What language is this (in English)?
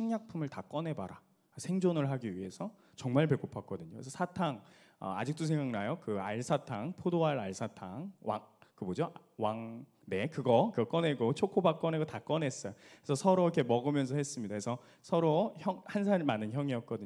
Korean